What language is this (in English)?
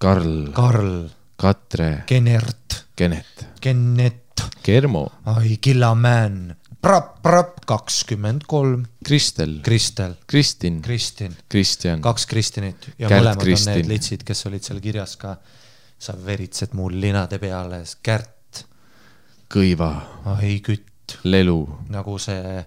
Estonian